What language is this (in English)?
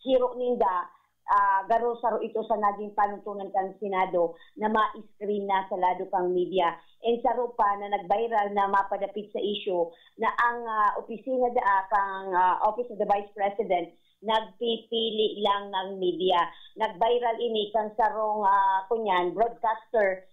Bikol